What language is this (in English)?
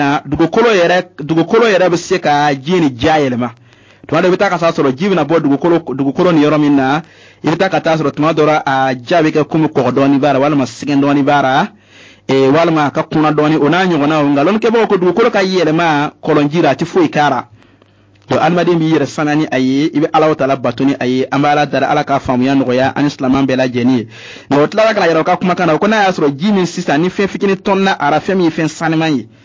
Bambara